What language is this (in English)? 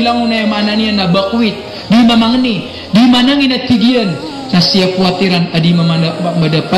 Maranao